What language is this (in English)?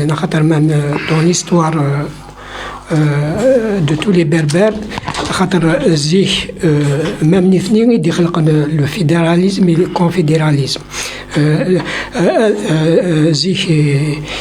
Kabyle